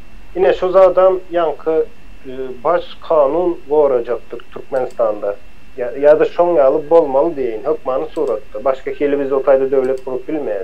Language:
Turkmen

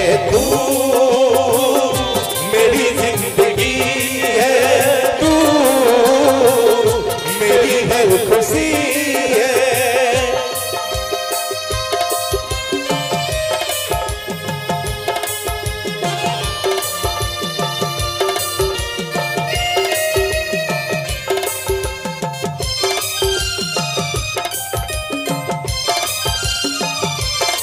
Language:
Bhojpuri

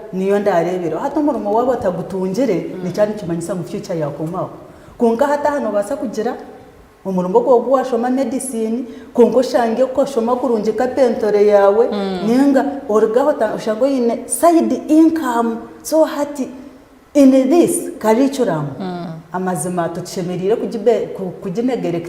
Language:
Nyankole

